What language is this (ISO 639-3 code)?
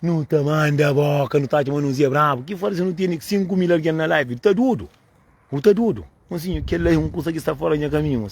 kea